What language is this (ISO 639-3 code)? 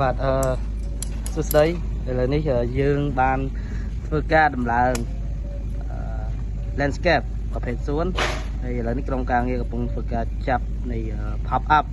khm